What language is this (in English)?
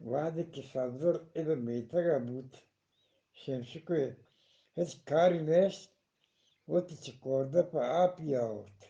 Eastern Balochi